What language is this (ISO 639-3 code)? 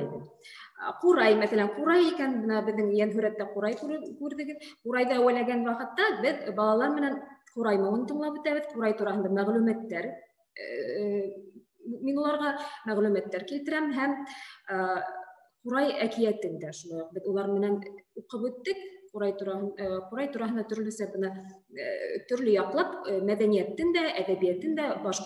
bak